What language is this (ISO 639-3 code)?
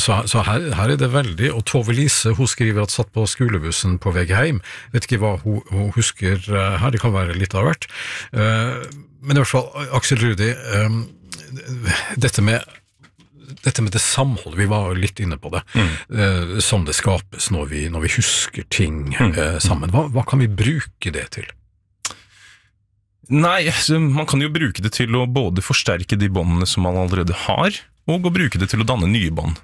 nor